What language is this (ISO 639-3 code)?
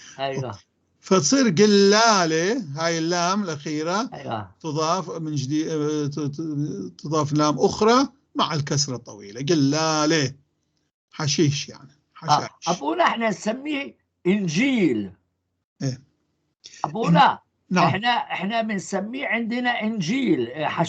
apc